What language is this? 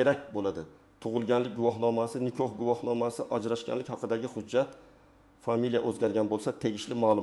Uzbek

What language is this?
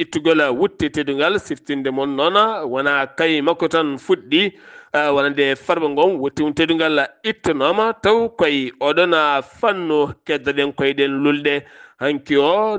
Fula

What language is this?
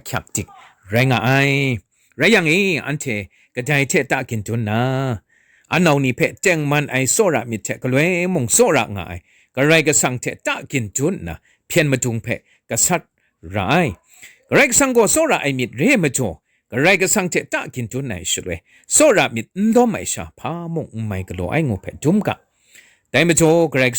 Kachin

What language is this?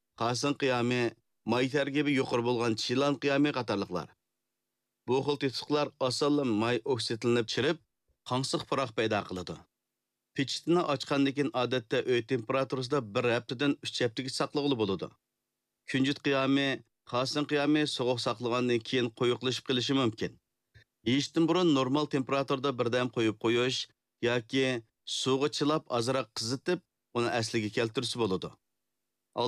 Uyghur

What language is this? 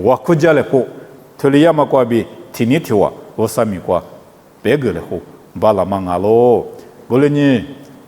Lisu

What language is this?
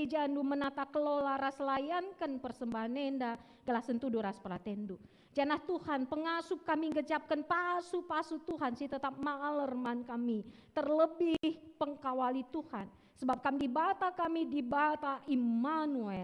Batak Karo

